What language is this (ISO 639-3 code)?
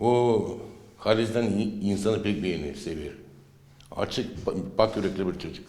gag